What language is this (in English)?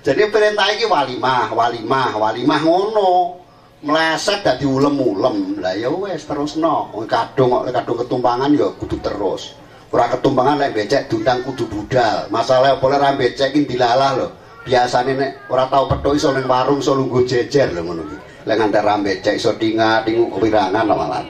Javanese